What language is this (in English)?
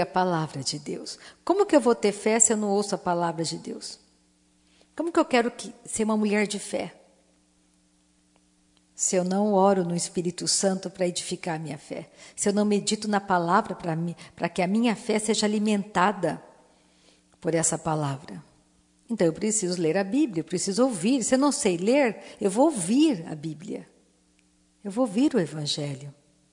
Portuguese